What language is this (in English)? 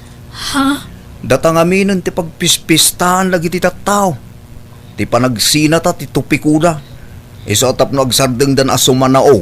Iloko